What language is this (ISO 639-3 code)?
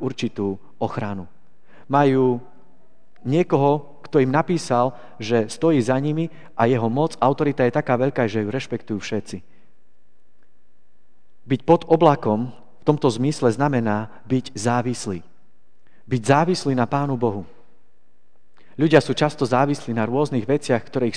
slk